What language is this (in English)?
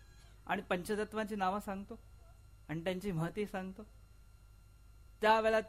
Marathi